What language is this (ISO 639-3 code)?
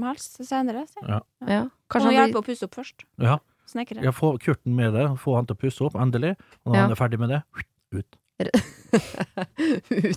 nor